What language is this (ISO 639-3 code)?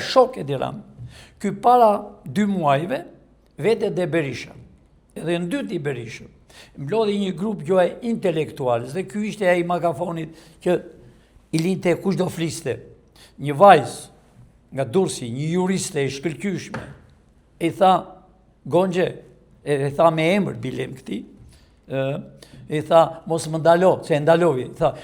sqi